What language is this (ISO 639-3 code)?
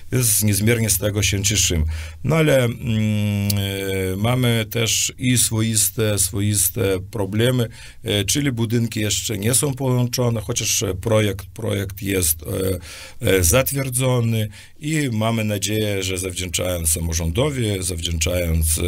pol